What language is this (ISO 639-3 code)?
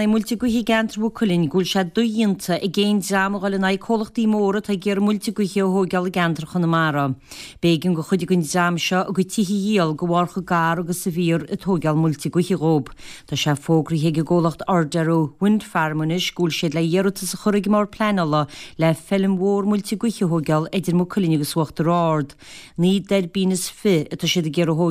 gle